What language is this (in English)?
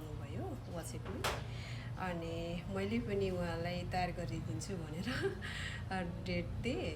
Nepali